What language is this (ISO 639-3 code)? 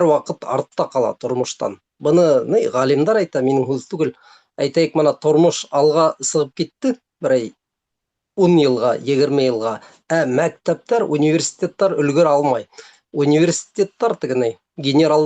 bak